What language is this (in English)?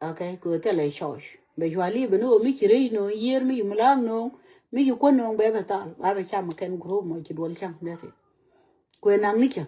Nuer